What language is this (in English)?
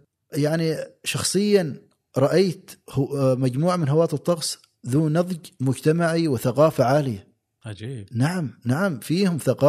Gulf Arabic